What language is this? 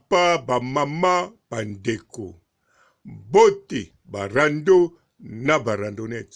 Lingala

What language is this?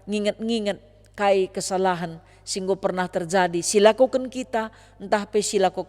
Batak Karo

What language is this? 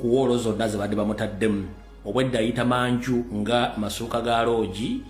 Ganda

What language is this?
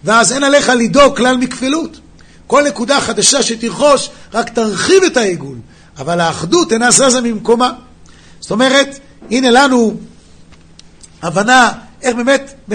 Hebrew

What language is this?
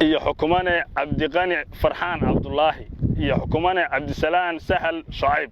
Somali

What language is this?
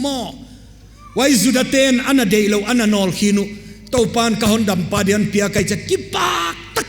Paite Chin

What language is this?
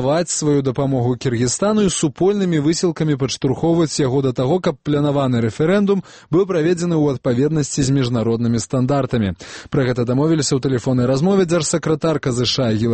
Belarusian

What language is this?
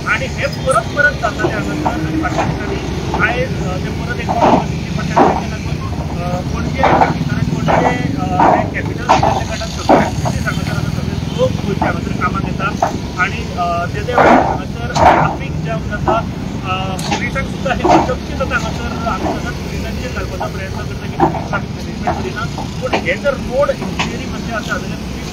Konkani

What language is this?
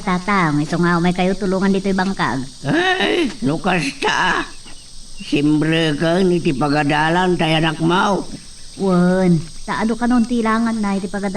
Iloko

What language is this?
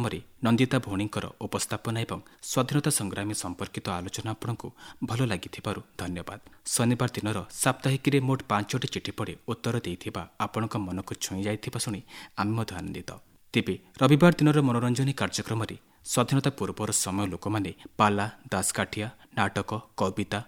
Odia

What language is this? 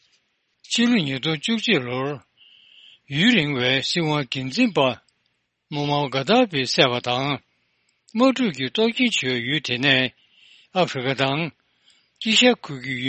Tibetan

